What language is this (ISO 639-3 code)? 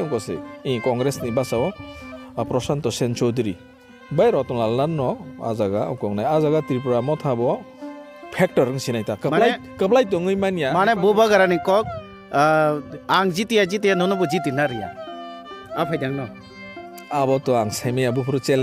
trp